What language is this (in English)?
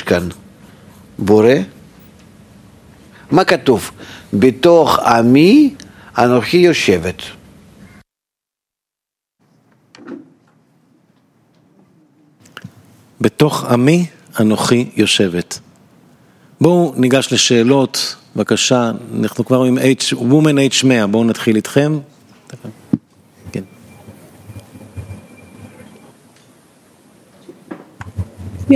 Hebrew